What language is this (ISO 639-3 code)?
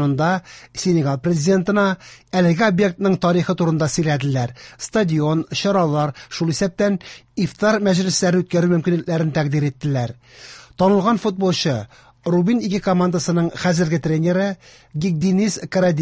tat